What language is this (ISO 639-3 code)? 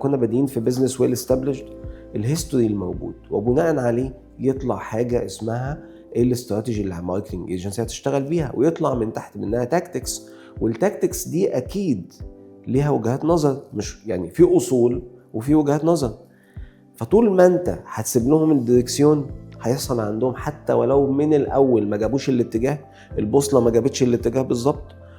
arz